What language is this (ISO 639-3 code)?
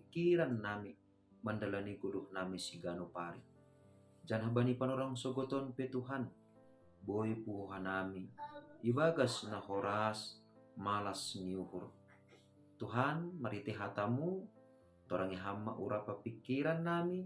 bts